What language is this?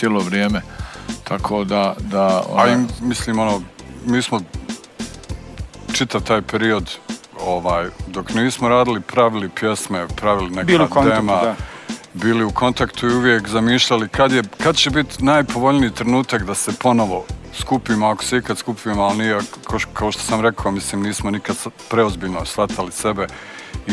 Serbian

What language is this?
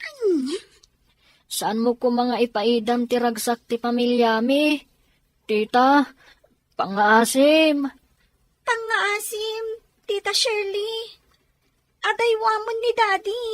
Iloko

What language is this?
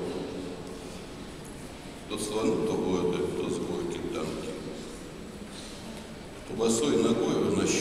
Russian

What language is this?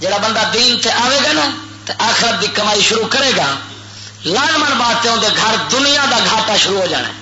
Western Panjabi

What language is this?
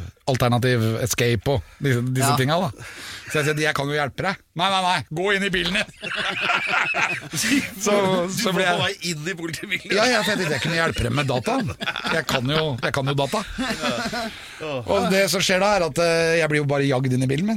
Norwegian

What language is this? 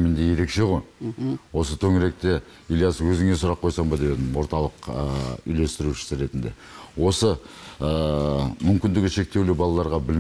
Kazakh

